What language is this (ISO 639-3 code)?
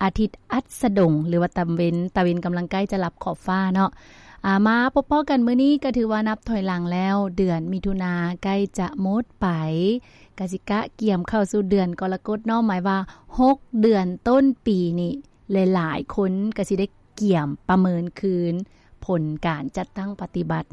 lao